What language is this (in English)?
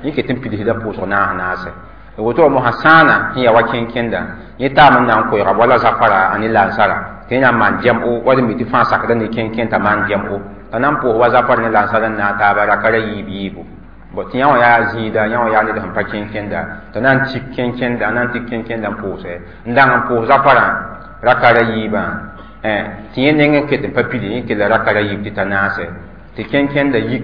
Mossi